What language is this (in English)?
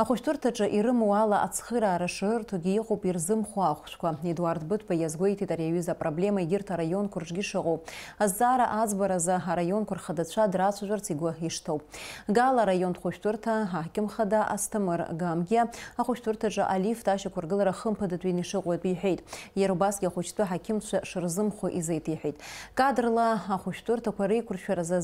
Abkhazian